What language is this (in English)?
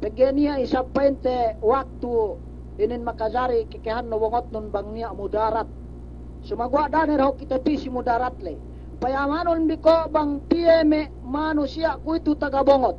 Yakan